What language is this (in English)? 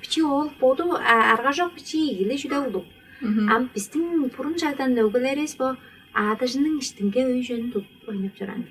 Tuvinian